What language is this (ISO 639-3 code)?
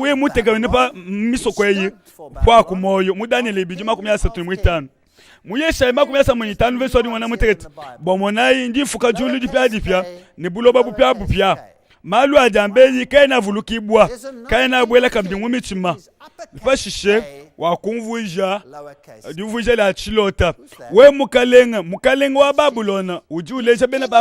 lua